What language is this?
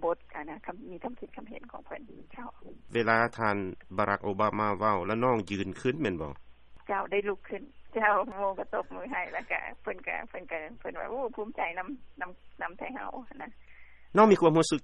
Lao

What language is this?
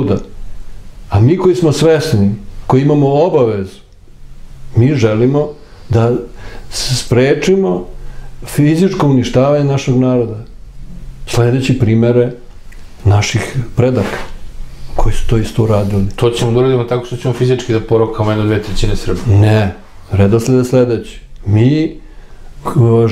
Serbian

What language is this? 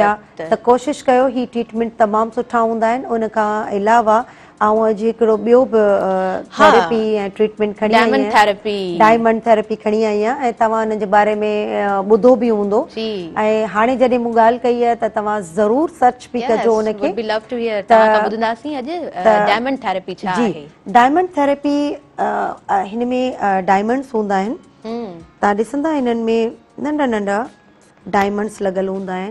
Sindhi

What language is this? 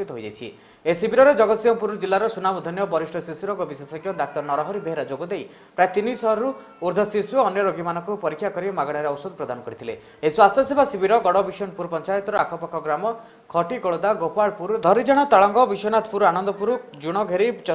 Odia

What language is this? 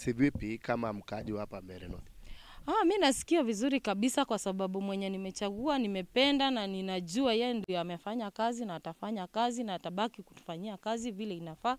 Meru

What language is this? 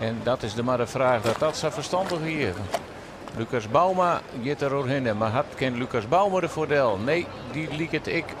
Western Frisian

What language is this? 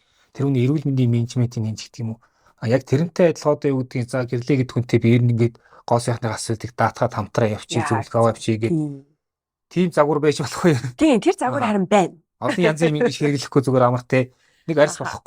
Mongolian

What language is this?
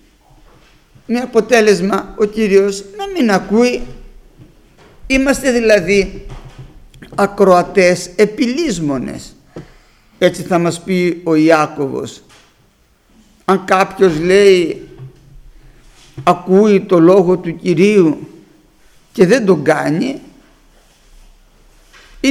Greek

